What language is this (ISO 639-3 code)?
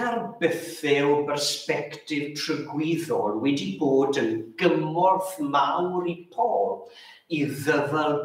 cym